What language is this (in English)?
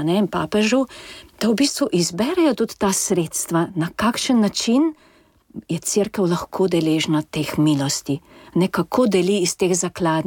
Slovenian